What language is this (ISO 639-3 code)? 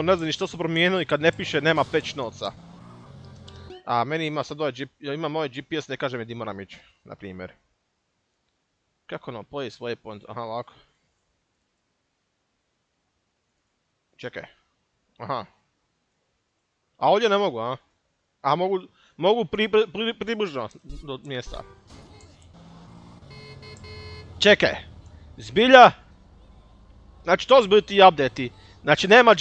hrv